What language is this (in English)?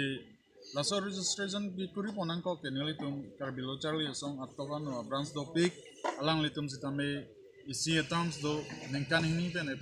Karbi